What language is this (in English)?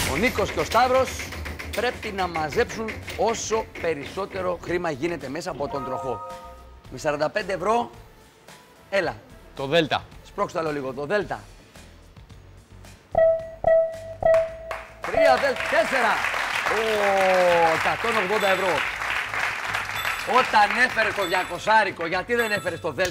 Greek